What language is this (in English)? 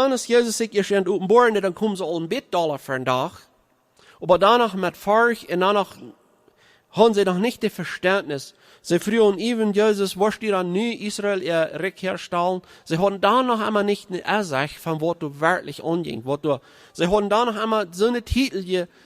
Plautdietsch